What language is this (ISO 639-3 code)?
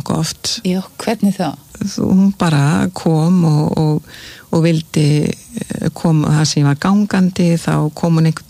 isl